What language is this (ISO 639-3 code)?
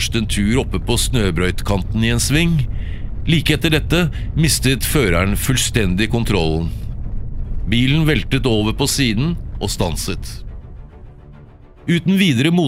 nor